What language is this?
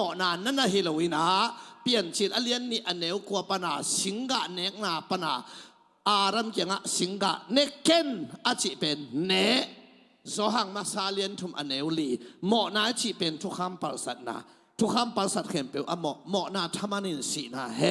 Tedim Chin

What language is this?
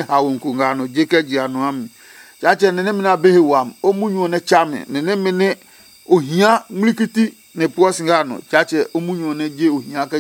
Adangme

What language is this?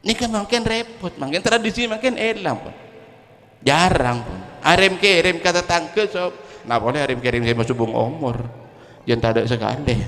Madurese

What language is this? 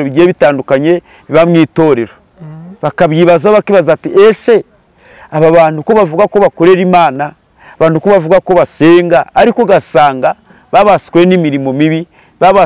Kinyarwanda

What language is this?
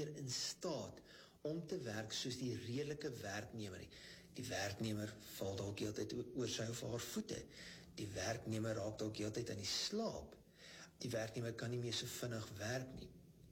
Afrikaans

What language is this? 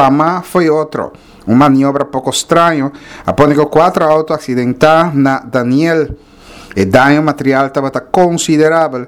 Papiamento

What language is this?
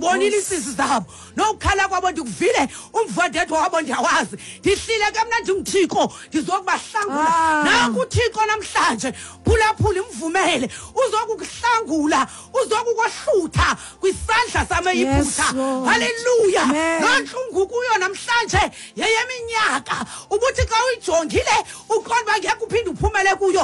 Xhosa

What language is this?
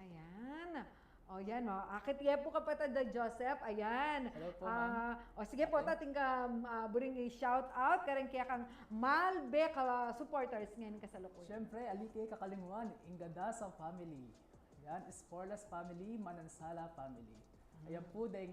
Pampanga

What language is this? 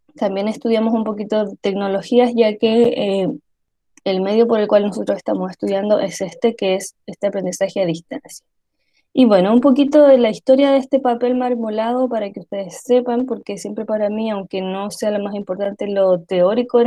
Spanish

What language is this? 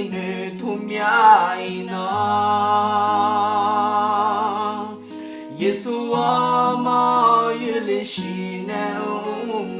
Akha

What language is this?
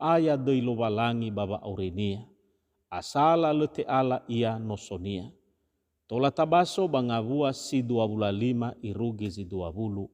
Nias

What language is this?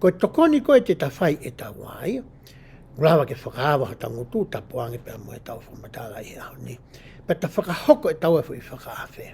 Tongan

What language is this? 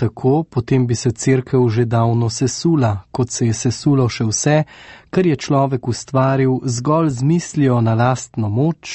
Slovenian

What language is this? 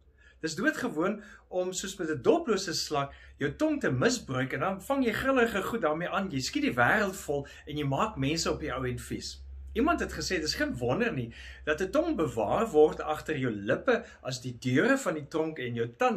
Afrikaans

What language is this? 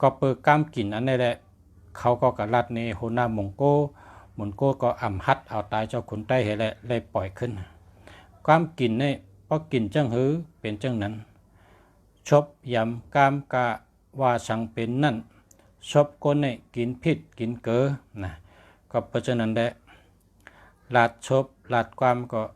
Shan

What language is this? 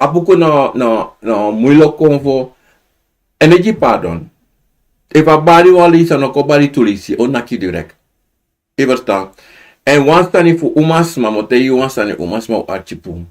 Sranan Tongo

